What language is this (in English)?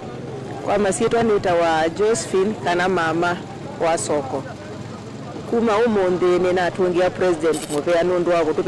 Kamba